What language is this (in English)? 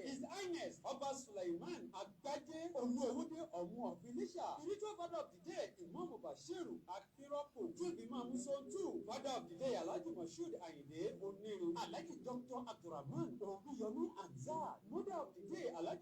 Yoruba